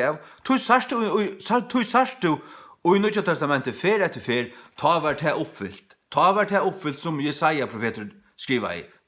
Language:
Faroese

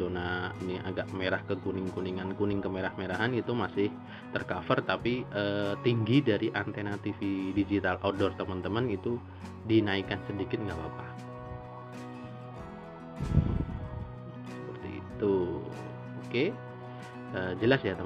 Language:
Indonesian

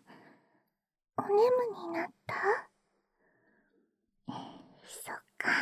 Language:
Japanese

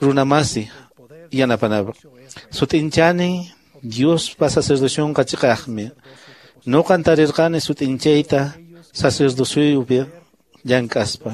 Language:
Quechua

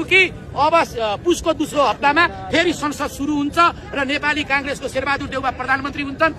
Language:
Nepali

